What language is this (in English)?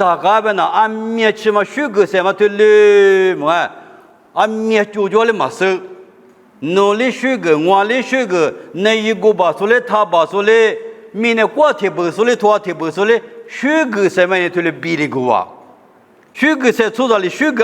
Lisu